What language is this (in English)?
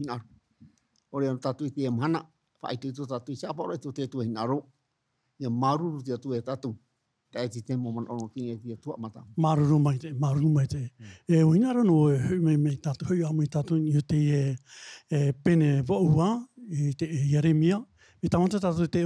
Tahitian